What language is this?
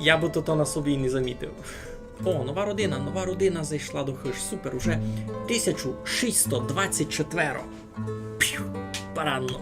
Rusyn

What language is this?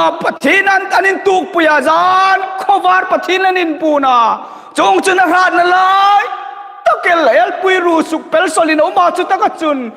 Hmar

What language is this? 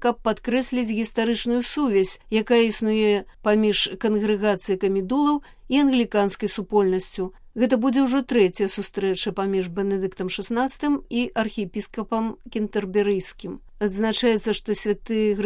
Belarusian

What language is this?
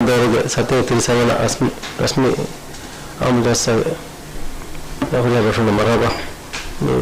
Divehi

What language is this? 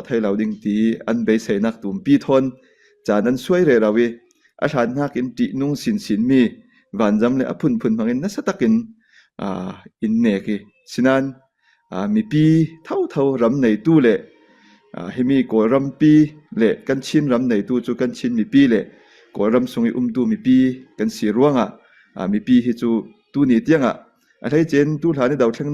Falam Chin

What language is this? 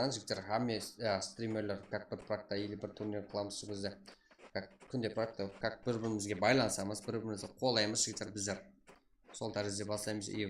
Kara-Kalpak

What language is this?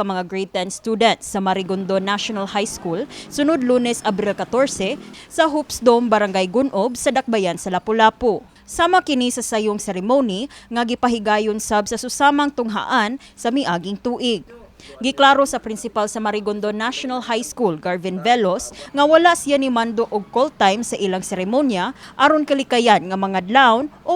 Cebuano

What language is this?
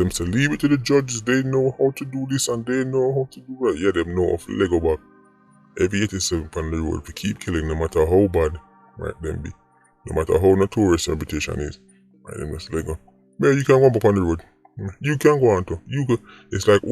Jamaican Creole English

